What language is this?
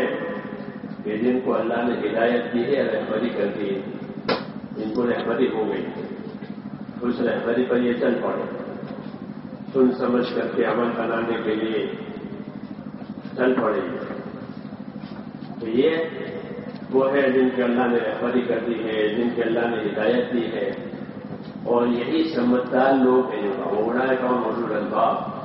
Urdu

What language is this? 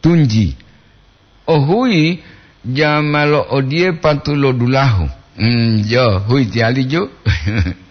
Gorontalo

